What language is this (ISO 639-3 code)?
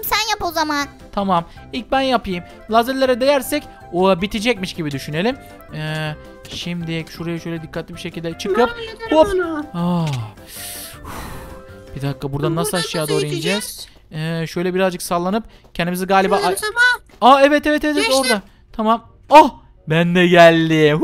tur